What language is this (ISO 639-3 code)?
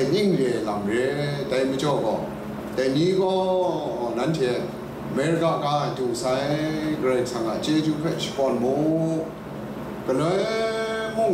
kac